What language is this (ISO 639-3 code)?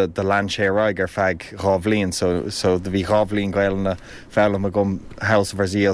gle